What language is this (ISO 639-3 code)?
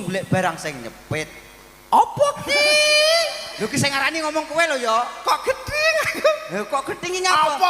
jav